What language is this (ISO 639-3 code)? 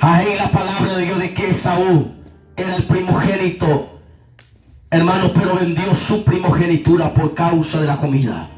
grn